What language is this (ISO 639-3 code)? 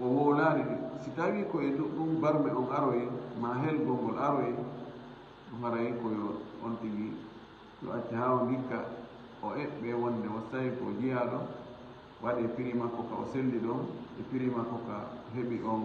ful